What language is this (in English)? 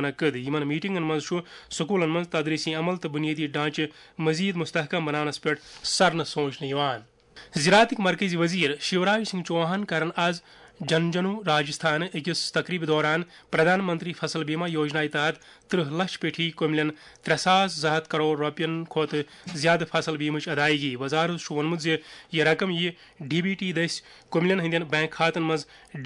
Kashmiri